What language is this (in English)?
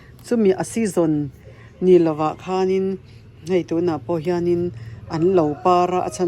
Mizo